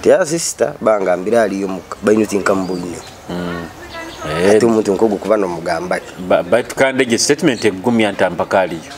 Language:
Nyoro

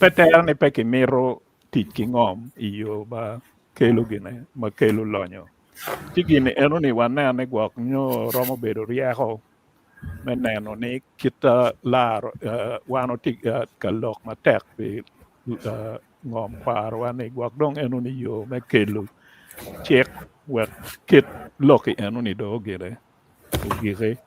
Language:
Acoli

